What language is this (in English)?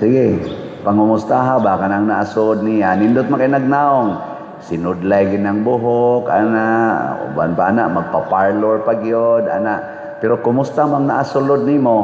Cebuano